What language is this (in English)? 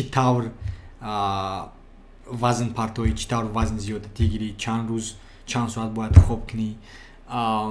Tajik